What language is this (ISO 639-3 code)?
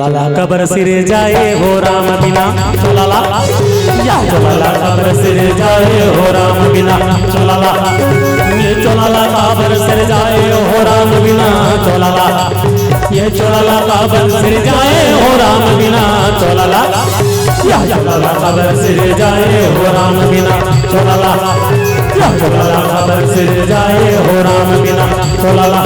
hne